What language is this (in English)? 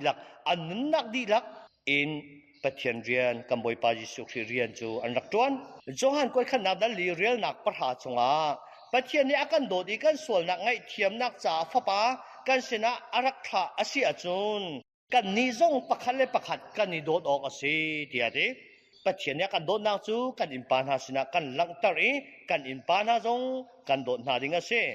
Hakha Chin